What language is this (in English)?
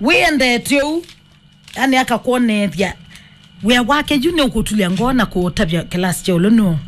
Kamba